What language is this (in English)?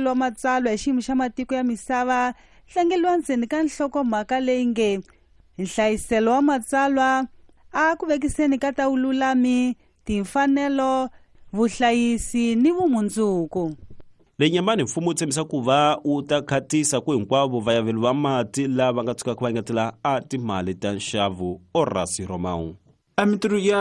Tsonga